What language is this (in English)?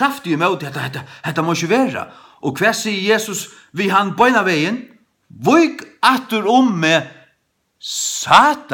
Faroese